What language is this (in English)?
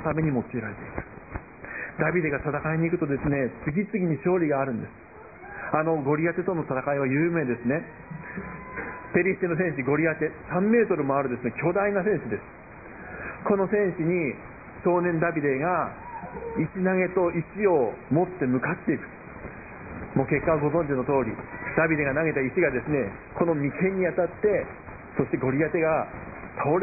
Japanese